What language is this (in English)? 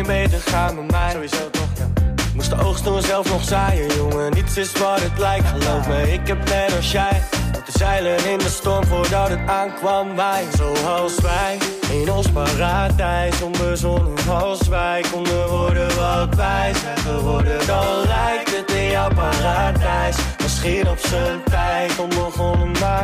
Dutch